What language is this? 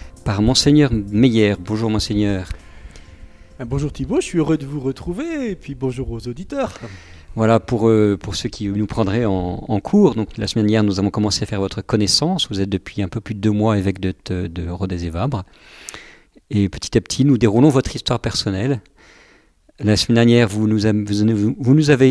French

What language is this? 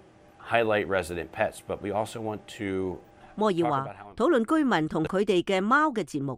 Cantonese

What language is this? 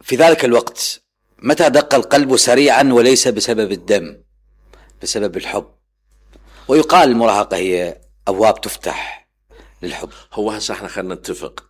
Mesopotamian Arabic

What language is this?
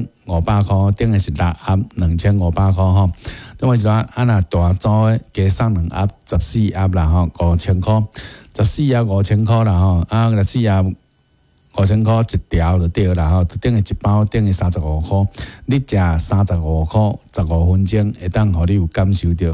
Min Nan Chinese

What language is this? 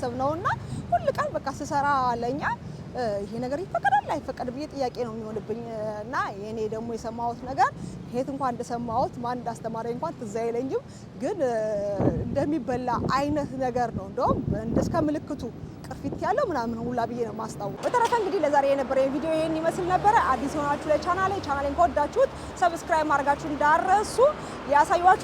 Amharic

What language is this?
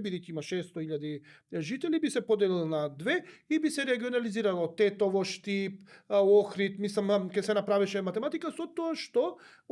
Macedonian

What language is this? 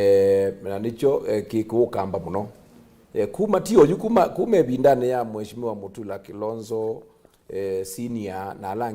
Kamba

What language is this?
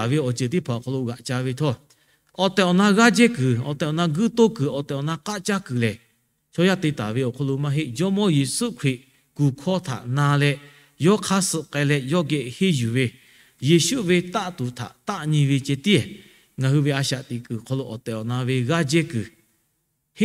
Lahu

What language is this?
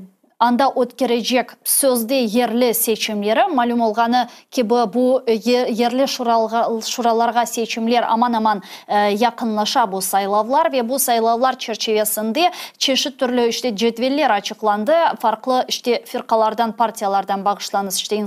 Crimean Tatar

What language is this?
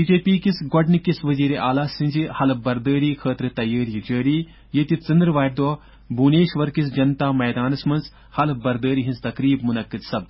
Kashmiri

